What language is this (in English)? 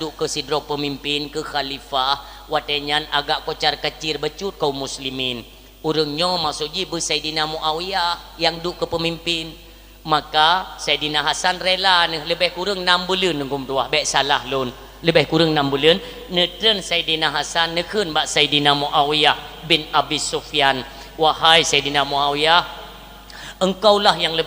Achinese